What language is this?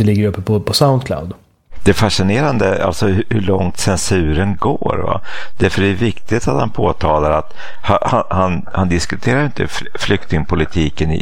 Swedish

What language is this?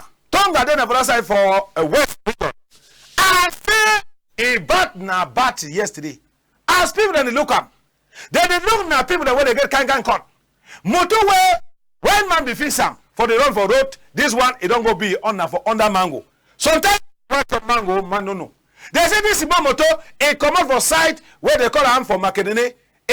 Cameroon Pidgin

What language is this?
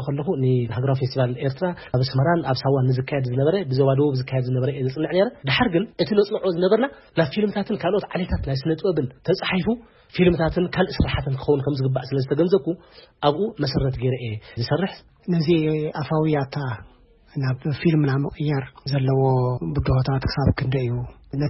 Tigrinya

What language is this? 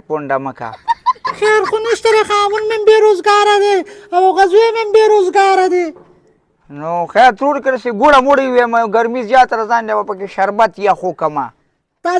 Pashto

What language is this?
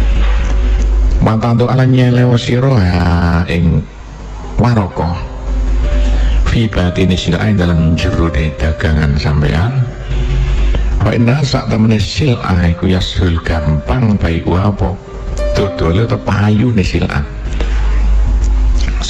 Javanese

